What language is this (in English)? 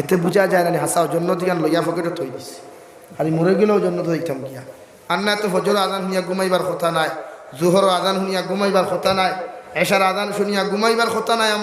Sylheti